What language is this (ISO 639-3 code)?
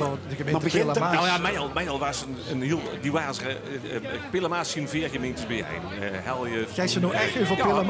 lim